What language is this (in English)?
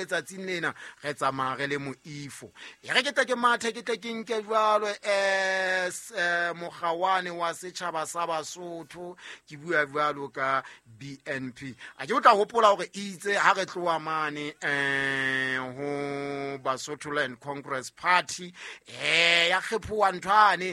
Southern Sotho